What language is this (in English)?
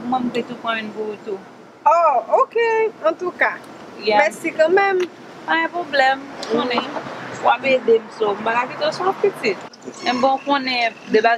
Haitian Creole